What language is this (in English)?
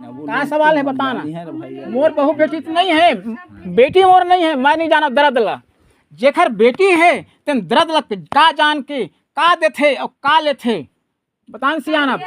Chhattisgarhi